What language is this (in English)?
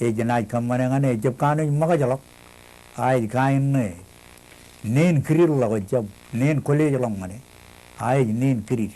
Marshallese